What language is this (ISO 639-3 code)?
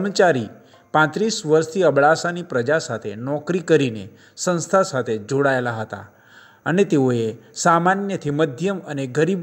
guj